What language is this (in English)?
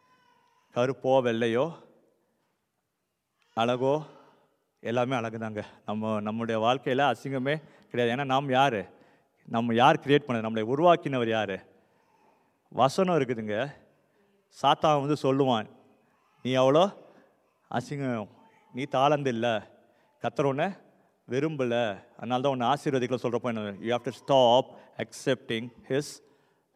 Tamil